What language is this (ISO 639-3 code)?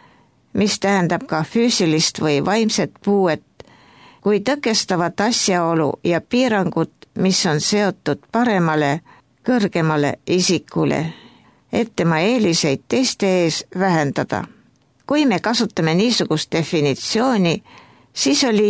est